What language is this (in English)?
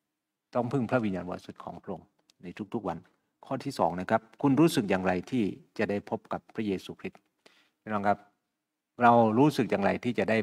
Thai